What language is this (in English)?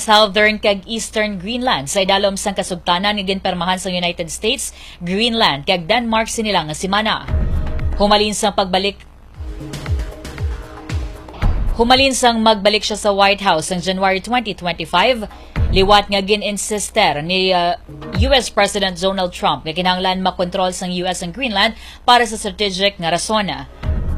Hiligaynon